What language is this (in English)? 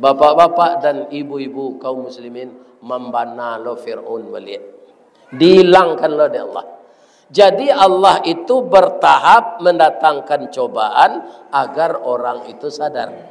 Minangkabau